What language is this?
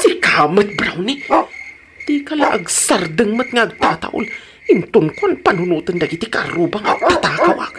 Iloko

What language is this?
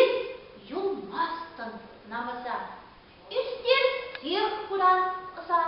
Chuvash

